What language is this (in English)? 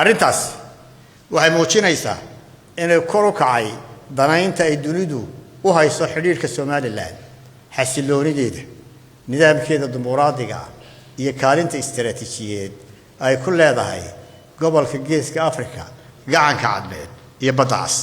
Somali